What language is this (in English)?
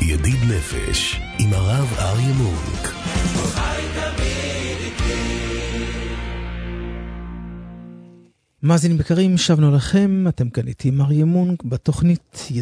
Hebrew